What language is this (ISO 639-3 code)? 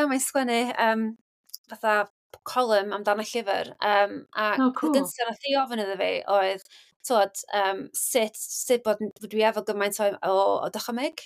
cym